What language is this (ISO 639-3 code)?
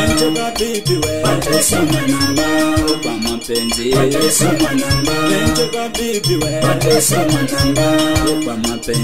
swa